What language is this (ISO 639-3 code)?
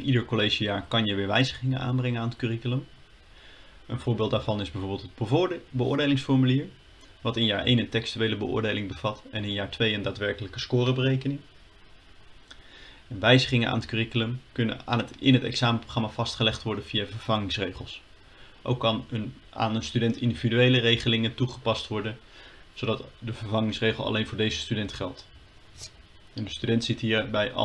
nld